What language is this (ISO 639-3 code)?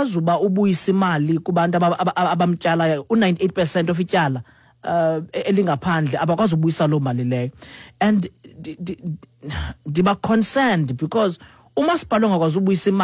xho